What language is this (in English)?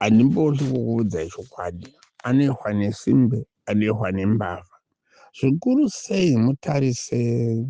Shona